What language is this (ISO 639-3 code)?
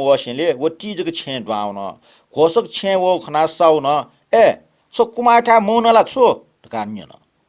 new